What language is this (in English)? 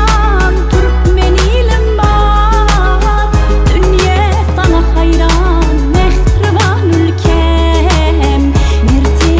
Turkish